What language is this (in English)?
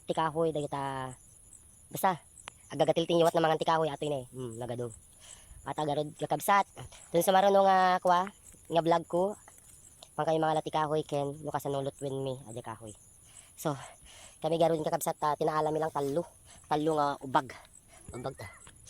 Iloko